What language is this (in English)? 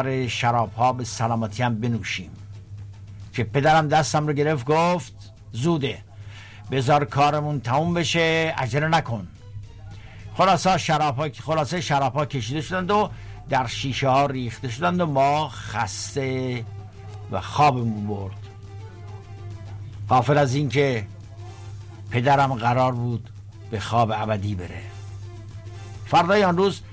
Persian